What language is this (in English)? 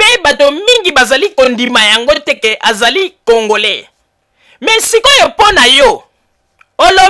Lingala